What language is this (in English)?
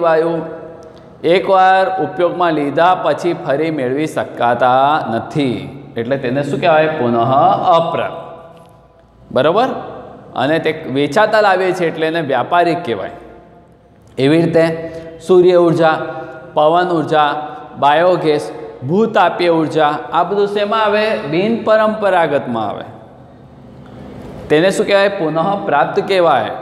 Gujarati